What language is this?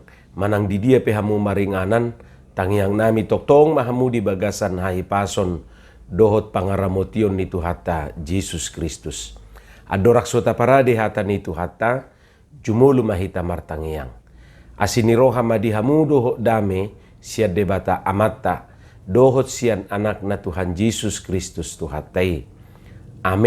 Batak Toba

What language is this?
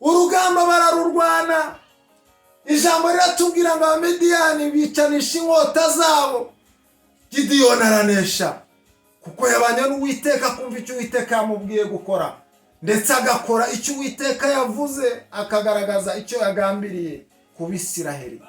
Kinyarwanda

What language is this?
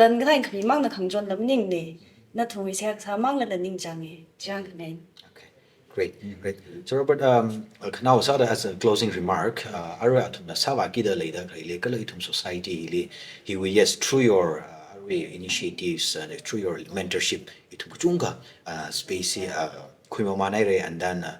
Tangkhul Naga (India)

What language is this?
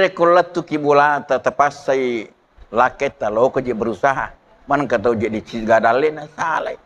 Buginese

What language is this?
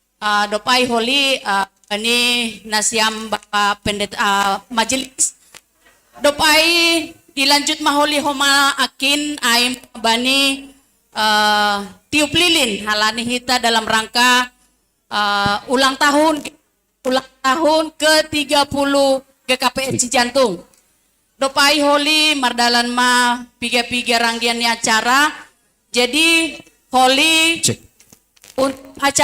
Batak Simalungun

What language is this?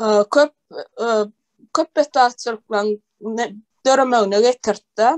Turkmen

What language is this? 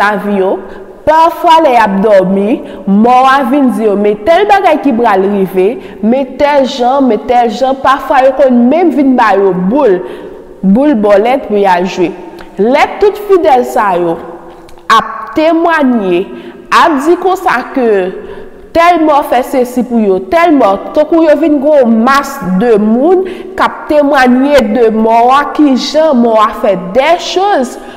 Haitian Creole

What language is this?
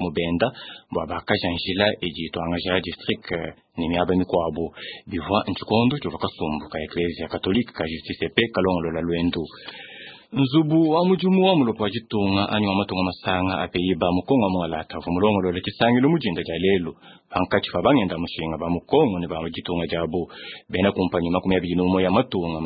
Luba-Lulua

